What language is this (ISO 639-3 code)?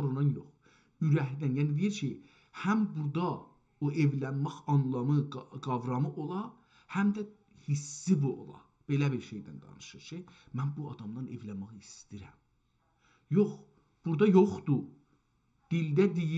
azb